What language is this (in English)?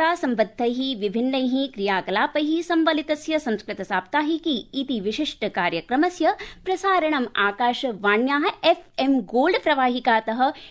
Sanskrit